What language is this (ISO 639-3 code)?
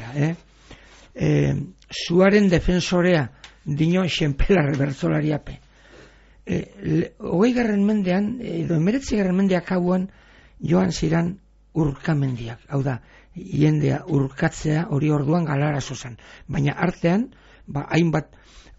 eus